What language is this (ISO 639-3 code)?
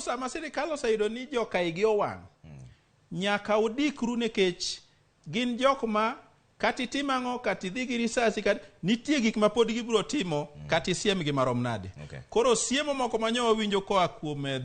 luo